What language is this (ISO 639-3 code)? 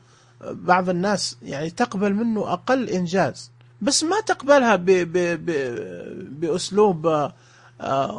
ars